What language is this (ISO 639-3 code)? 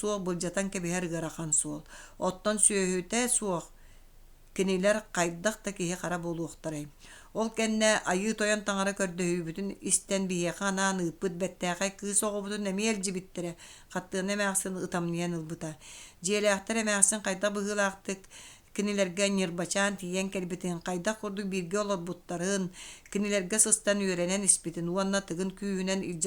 sah